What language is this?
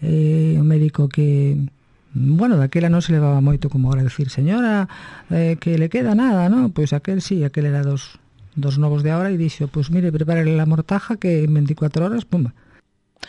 Galician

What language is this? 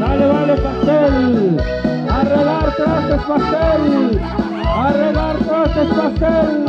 Tlahuitoltepec Mixe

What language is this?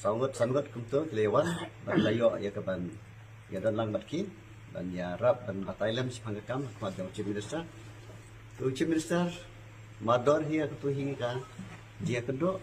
Khasi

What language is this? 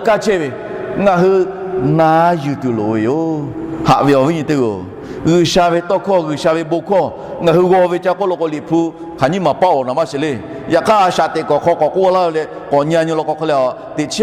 Lahu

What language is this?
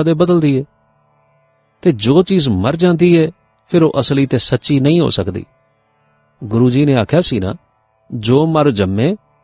Punjabi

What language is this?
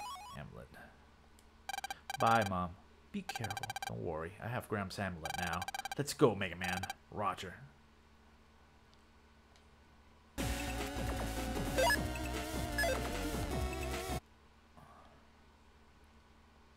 English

